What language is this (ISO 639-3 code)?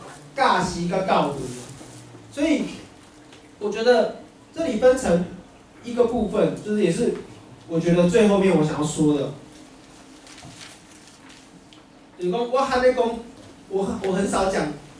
zho